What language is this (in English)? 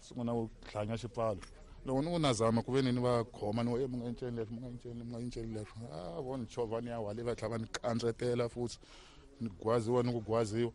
Tsonga